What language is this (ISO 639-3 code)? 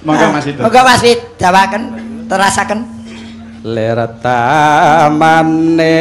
jav